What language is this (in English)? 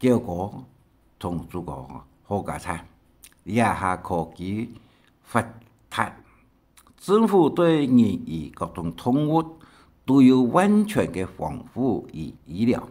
Hakka Chinese